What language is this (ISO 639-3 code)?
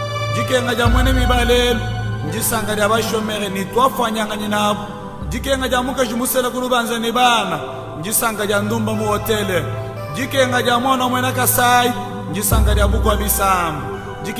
lua